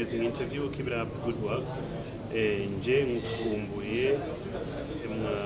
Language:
Kinyarwanda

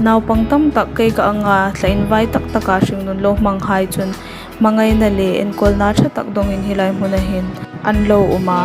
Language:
Hmar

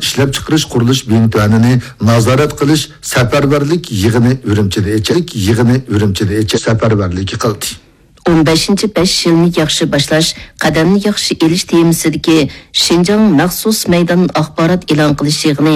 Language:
Uyghur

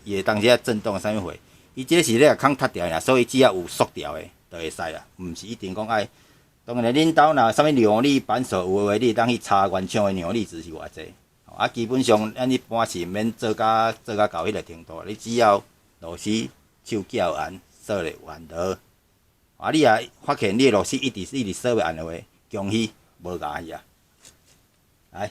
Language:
Min Nan Chinese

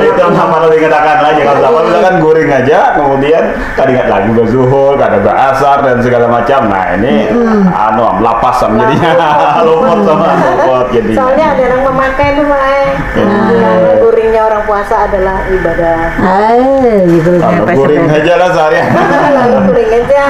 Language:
Banjar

